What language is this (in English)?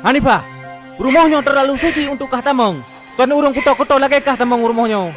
Achinese